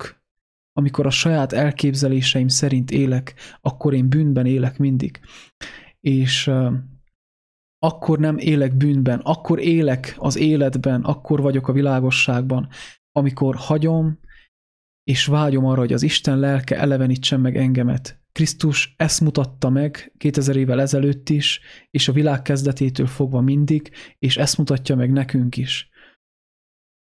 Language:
Hungarian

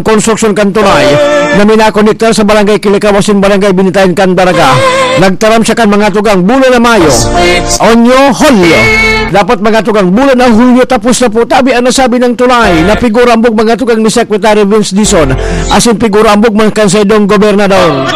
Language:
Bikol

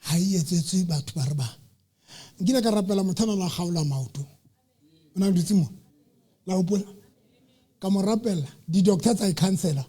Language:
Southern Sotho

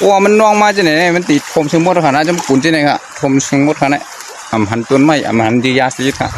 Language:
Shan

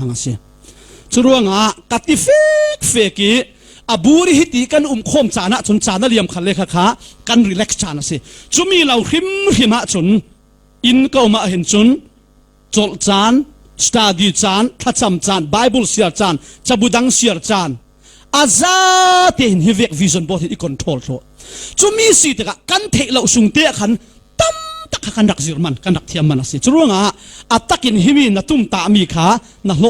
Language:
Falam Chin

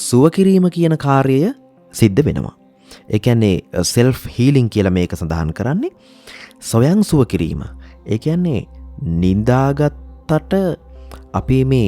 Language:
Sinhala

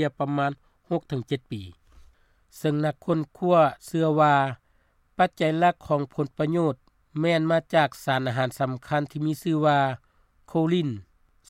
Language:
Lao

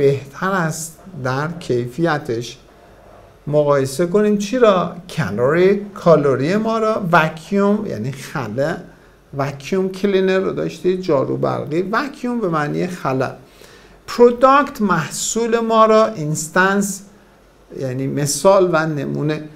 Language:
Persian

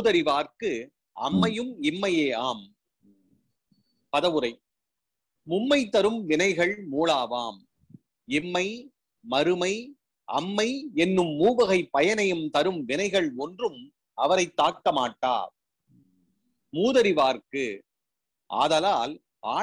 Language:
Tamil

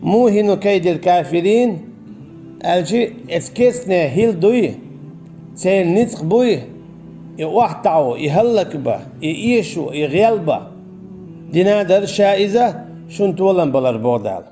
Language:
Chechen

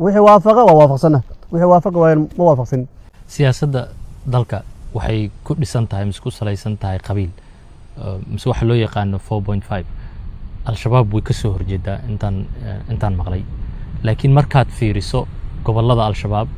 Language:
Somali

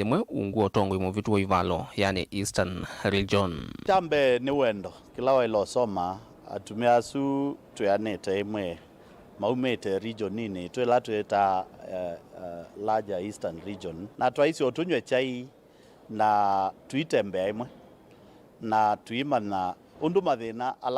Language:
Kamba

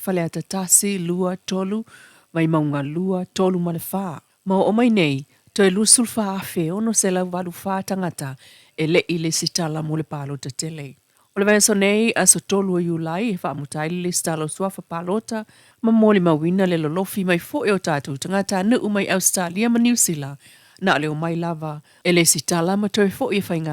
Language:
Samoan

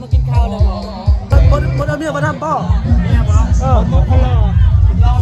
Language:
Lao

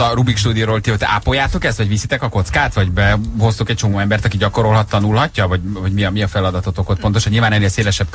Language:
Hungarian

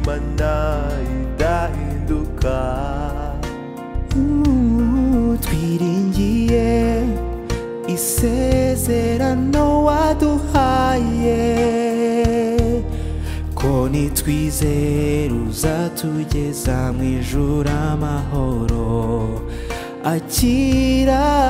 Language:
Kinyarwanda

